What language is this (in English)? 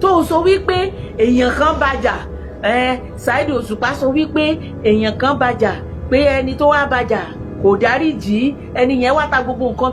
Yoruba